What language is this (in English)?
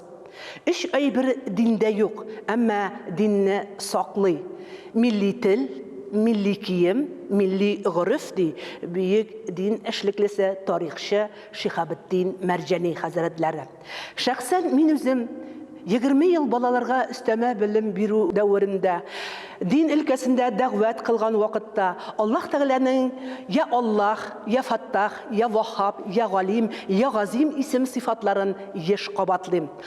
Tatar